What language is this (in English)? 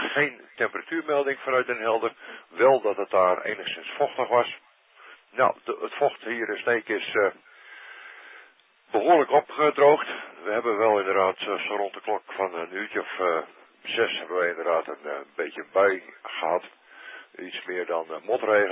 Dutch